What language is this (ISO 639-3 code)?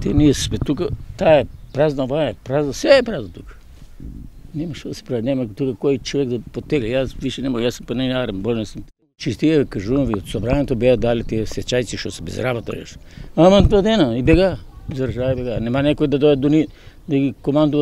mkd